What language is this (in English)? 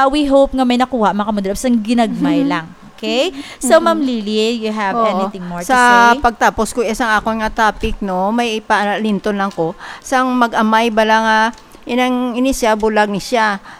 Hiligaynon